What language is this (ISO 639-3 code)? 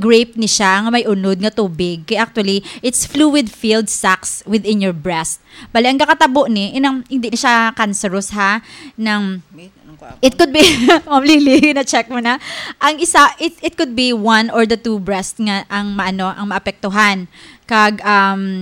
hil